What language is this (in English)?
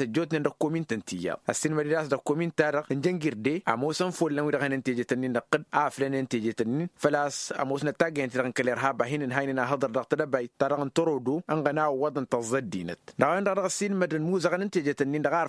Tamasheq